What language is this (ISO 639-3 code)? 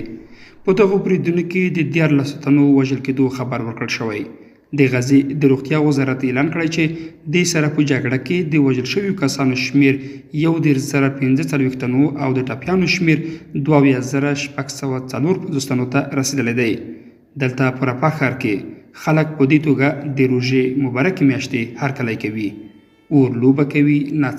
pus